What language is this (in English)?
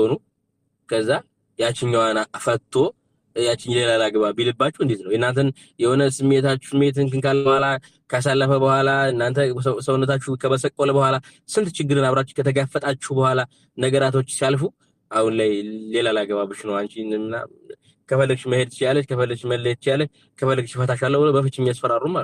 Amharic